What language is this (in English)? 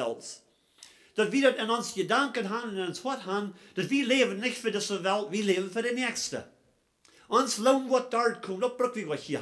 Plautdietsch